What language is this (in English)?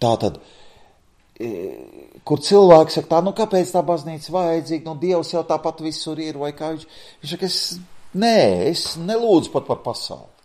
Latvian